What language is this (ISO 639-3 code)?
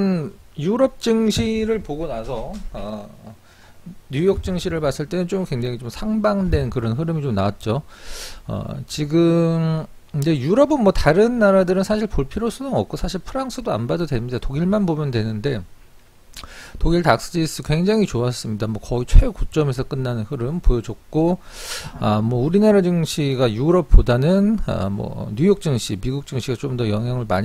kor